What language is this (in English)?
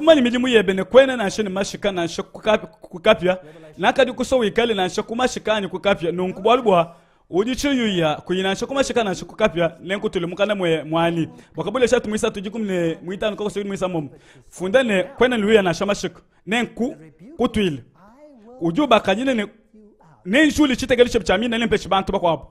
Luba-Lulua